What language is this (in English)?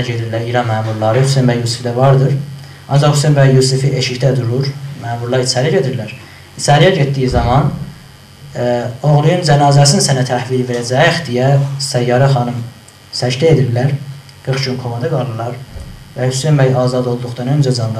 South Azerbaijani